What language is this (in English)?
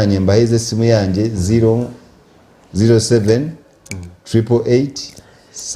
Nyankole